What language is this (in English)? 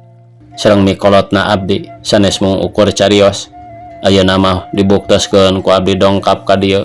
Sundanese